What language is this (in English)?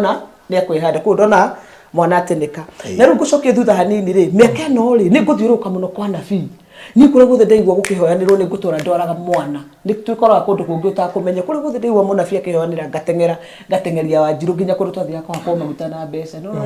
Kikuyu